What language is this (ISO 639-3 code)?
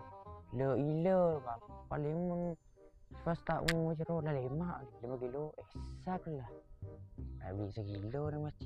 mad